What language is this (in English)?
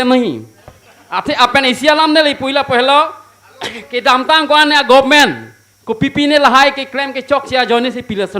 Karbi